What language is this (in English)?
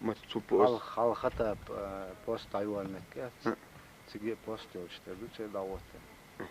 Chechen